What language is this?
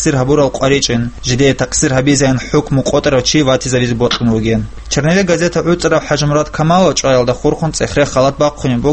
Avaric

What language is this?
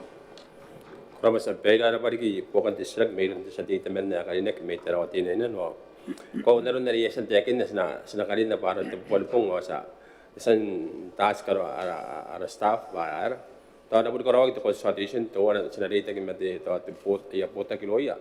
Gilbertese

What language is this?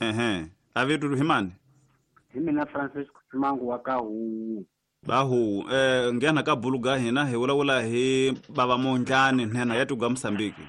Tsonga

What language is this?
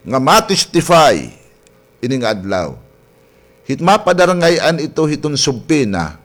Waray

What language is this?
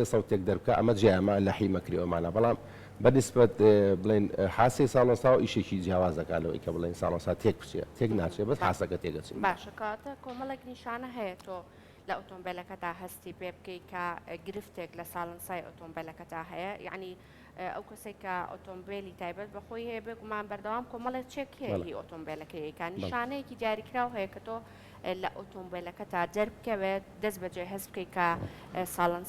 Central Kurdish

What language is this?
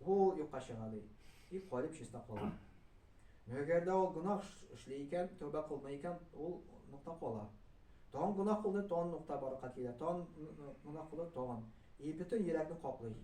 Tatar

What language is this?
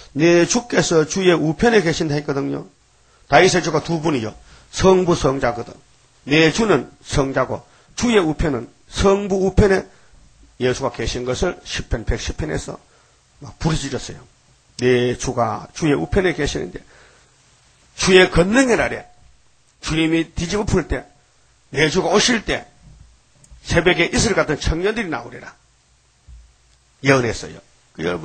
Korean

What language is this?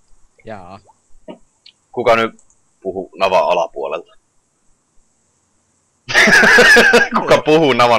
Finnish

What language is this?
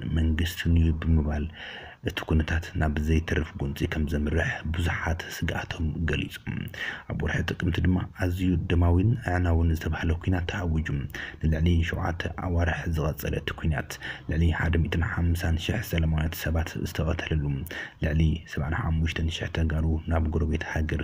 Tigrinya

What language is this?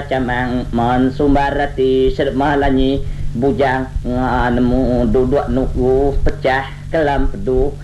Iban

